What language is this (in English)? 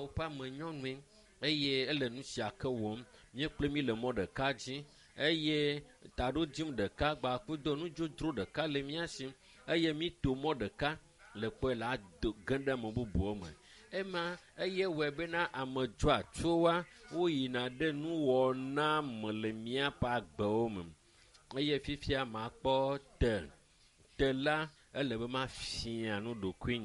Ewe